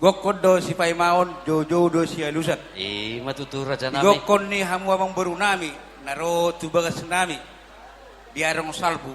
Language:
Batak Toba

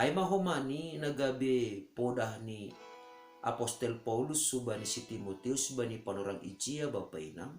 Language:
Batak Simalungun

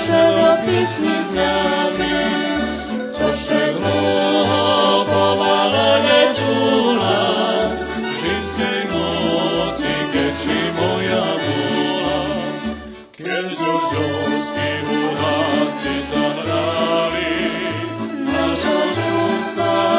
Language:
Rusyn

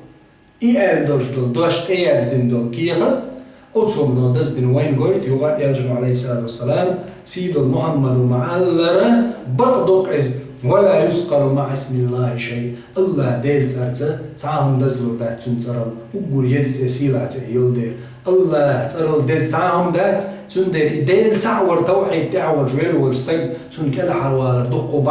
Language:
Chechen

